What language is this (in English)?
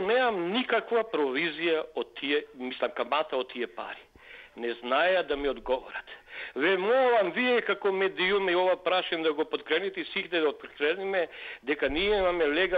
Macedonian